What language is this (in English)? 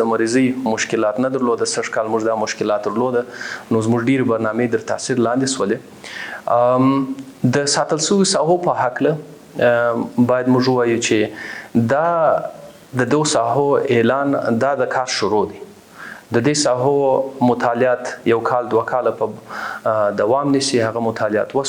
Pashto